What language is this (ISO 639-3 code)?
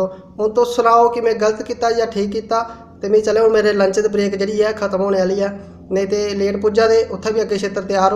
doi